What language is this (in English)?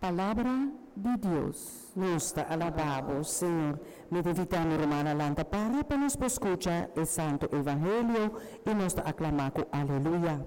Papiamento